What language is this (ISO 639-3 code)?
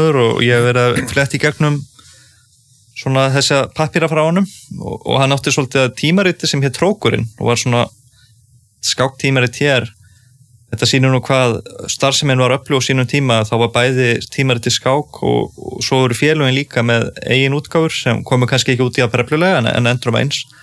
isl